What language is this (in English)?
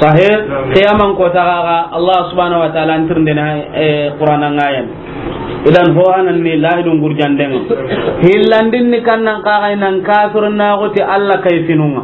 Soninke